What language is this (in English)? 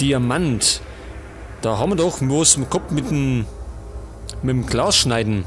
Bavarian